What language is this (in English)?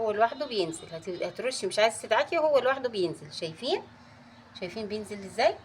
Egyptian Arabic